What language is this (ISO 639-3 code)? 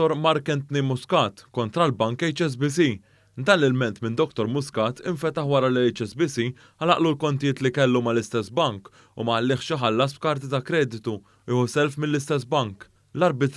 mlt